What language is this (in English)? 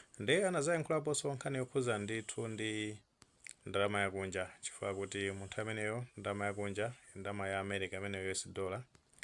Nyanja